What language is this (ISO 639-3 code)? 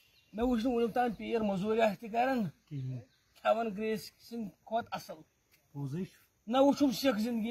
kas